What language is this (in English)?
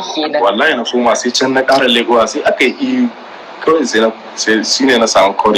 Hausa